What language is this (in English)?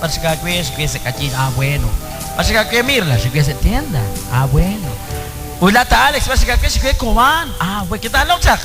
Kekchí